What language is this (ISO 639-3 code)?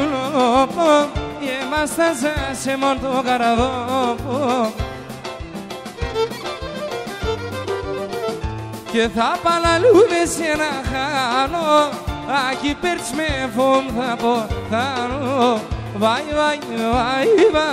ell